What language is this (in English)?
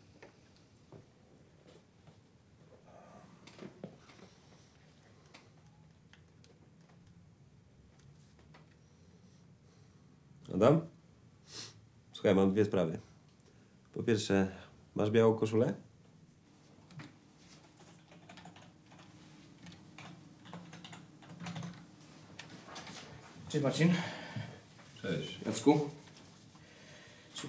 Polish